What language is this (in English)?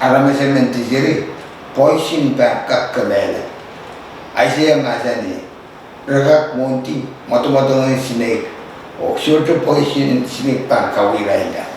Pohnpeian